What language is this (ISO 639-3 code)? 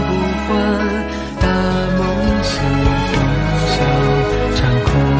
zho